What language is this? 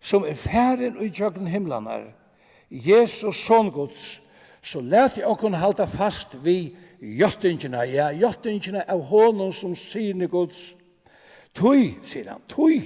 Faroese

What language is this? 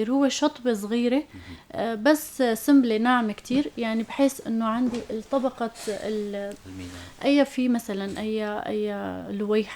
North Levantine Arabic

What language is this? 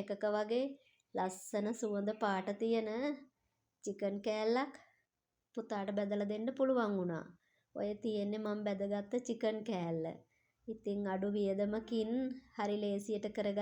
Sinhala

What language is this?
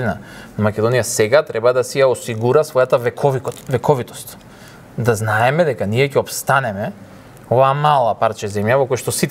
Macedonian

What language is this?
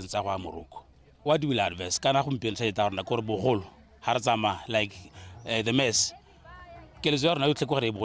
Tswana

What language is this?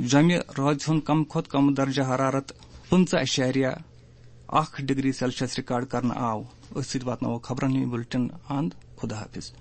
Kashmiri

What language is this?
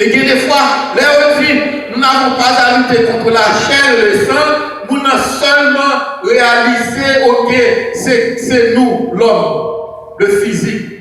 Haitian Creole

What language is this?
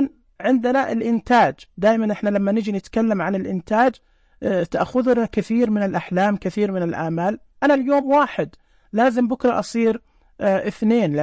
Najdi Arabic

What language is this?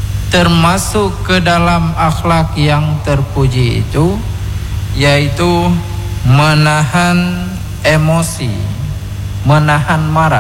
Indonesian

